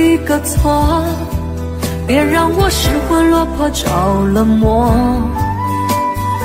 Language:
Chinese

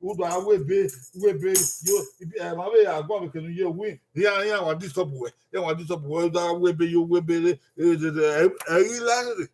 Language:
Bini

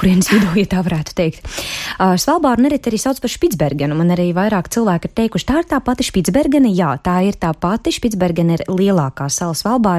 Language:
Latvian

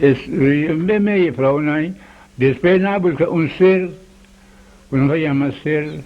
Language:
Papiamento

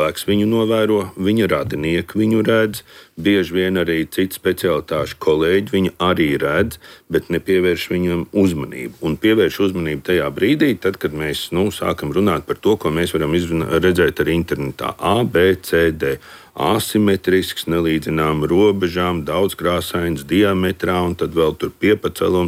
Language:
Latvian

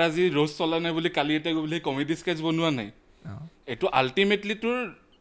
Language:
Assamese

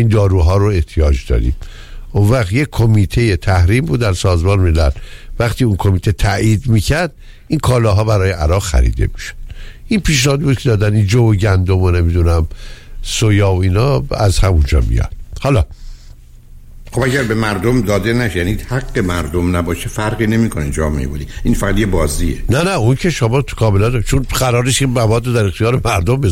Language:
Persian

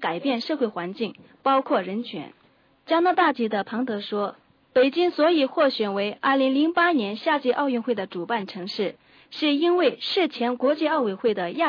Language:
Chinese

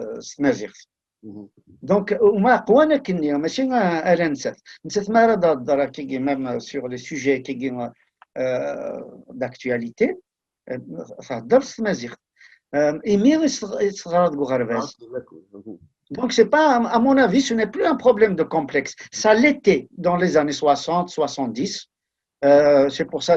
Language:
Kabyle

